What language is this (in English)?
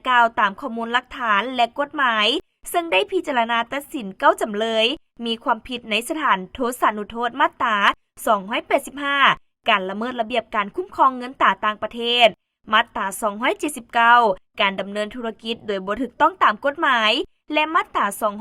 Lao